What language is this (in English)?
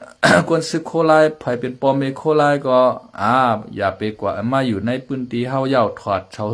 Shan